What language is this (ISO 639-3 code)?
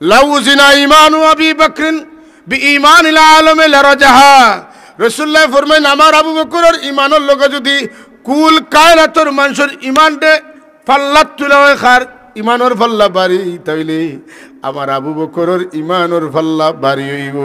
syl